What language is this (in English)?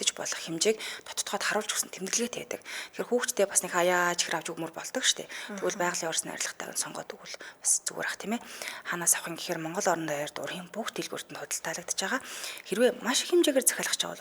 Mongolian